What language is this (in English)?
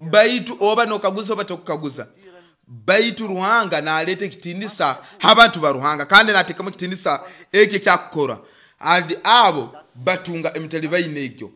Nyoro